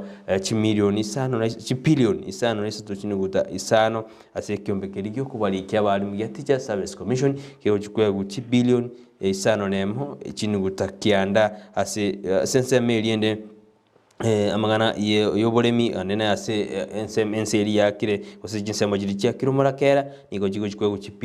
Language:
Gusii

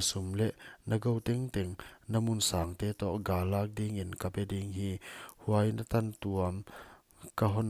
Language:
Paite Chin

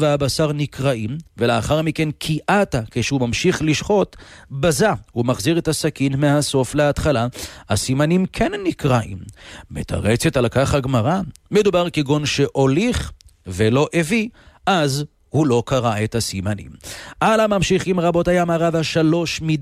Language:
Hebrew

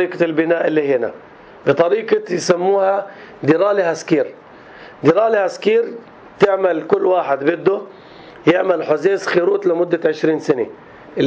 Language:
North Levantine Arabic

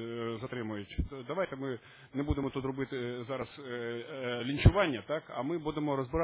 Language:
Ukrainian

